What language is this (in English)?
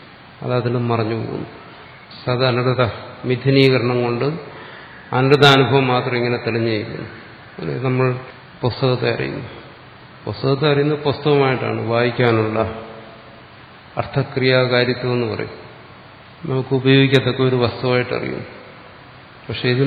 Malayalam